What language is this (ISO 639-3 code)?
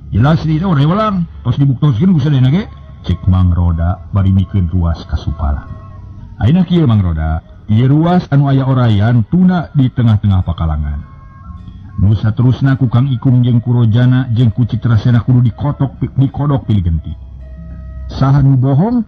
sun